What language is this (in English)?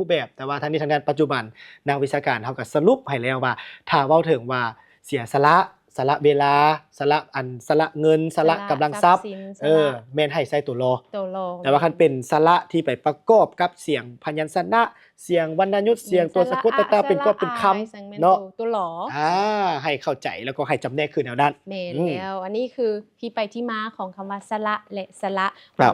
Lao